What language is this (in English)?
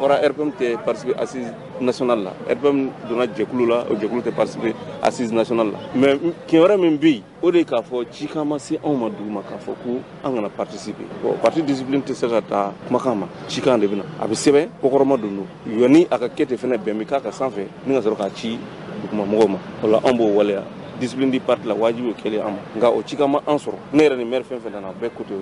Bambara